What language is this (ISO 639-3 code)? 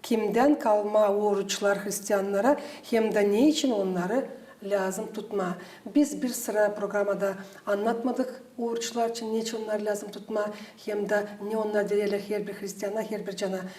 gag